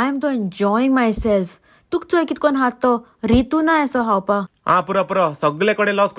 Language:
Konkani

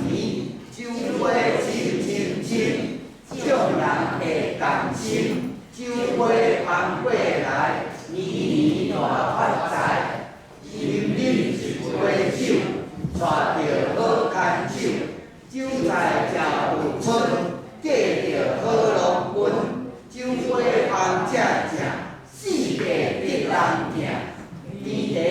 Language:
Min Nan Chinese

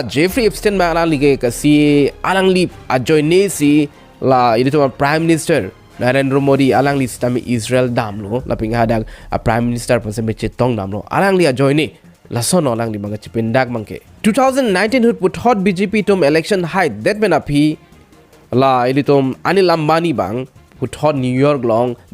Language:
Karbi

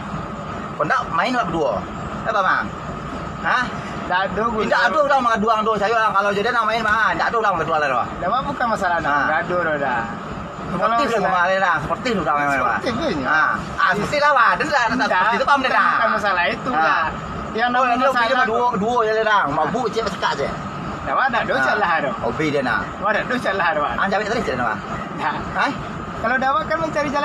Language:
Minangkabau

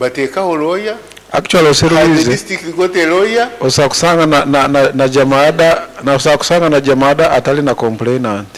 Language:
Nyoro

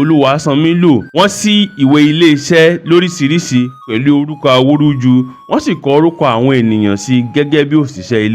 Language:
Yoruba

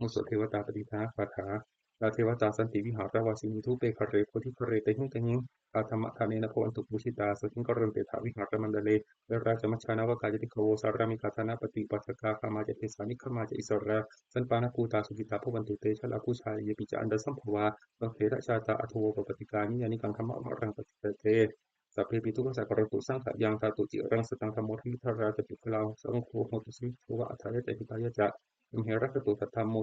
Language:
Pali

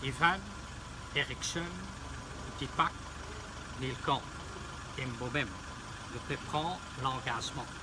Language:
Morisyen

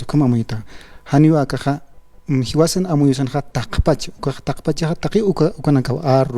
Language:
Aymara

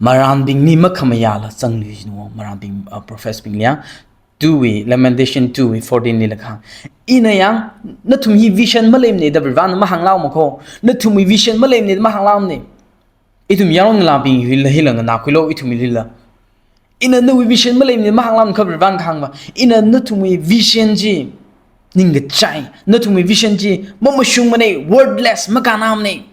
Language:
Tangkhul Naga (India)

